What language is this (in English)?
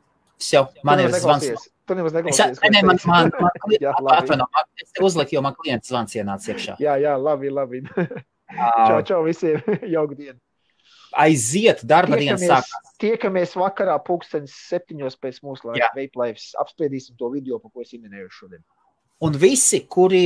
Latvian